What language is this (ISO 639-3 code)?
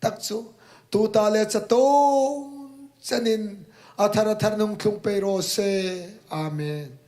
hmr